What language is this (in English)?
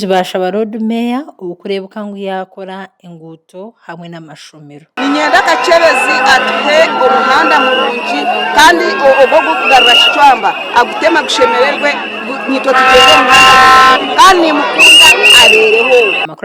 Nyankole